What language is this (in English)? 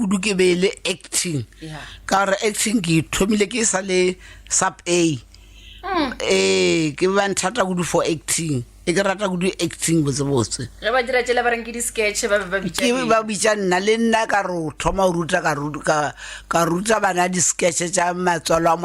Northern Sotho